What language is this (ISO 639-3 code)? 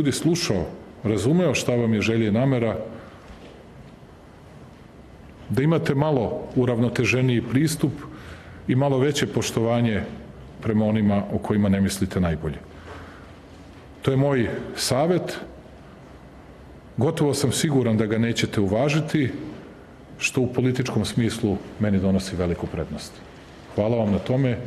srp